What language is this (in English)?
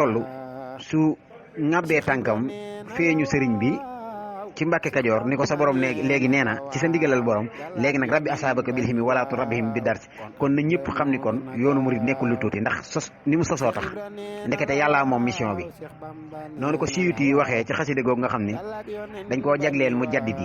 Wolof